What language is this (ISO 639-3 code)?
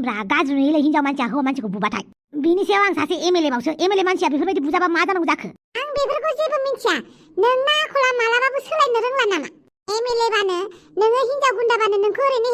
brx